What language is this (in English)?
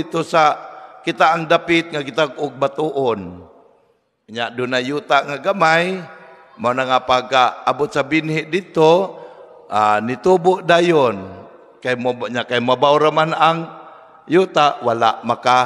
Cebuano